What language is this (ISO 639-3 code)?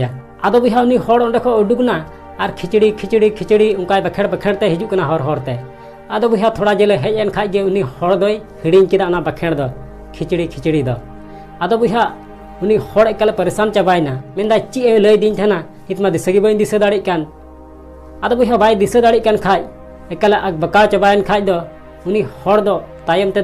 sat